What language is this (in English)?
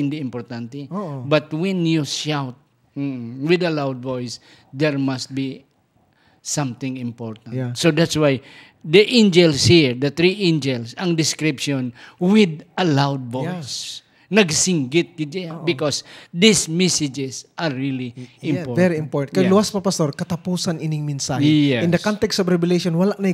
Hiligaynon